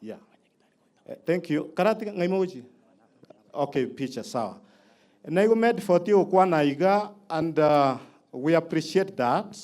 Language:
Gusii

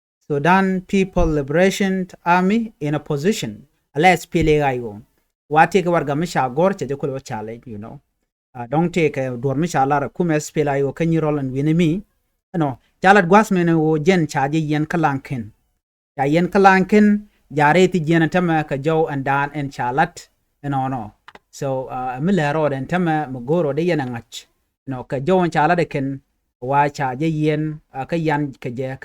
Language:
Nuer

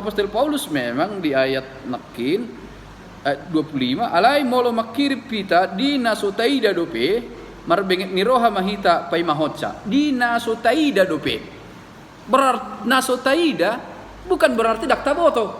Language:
Batak Toba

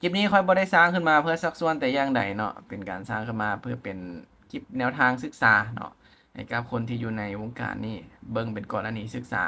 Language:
Lao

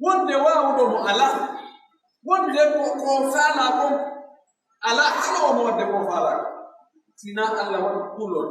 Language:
Pular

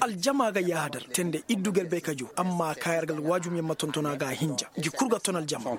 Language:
Koyraboro Senni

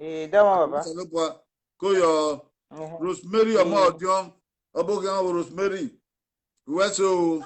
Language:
Bini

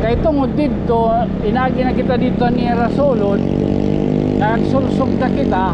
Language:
Waray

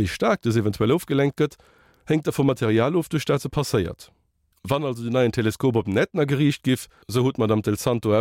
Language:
Luxembourgish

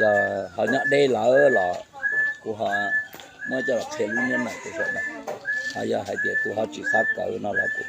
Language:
Hmong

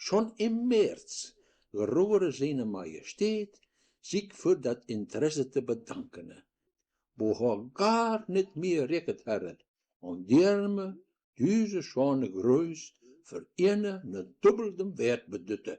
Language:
Westphalien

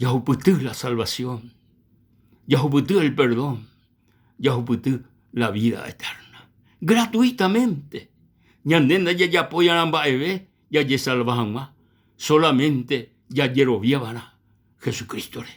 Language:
Guarani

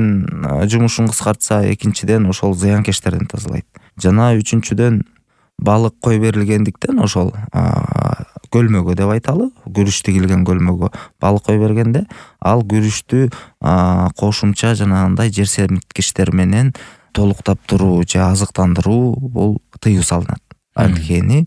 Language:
Kyrgyz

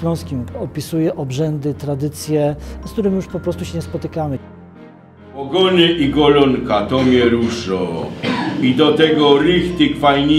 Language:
Silesian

